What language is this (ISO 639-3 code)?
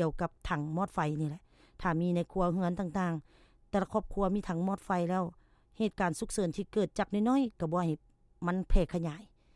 lao